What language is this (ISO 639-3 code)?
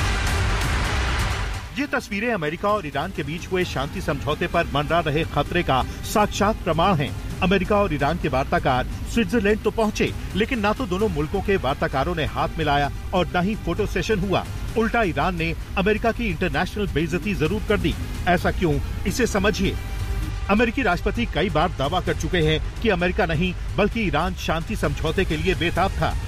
hin